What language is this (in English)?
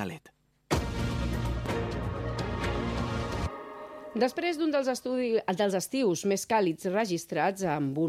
Catalan